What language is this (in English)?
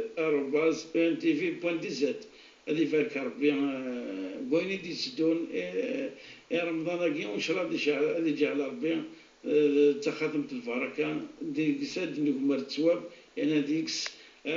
Moroccan Arabic